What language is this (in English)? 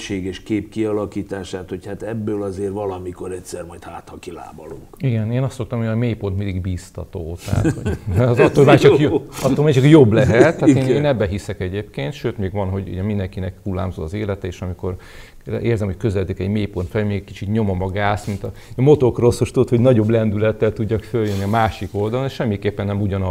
Hungarian